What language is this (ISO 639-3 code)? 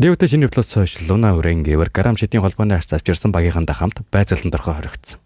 mon